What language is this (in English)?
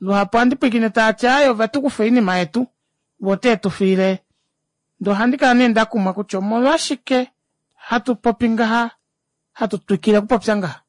Kuanyama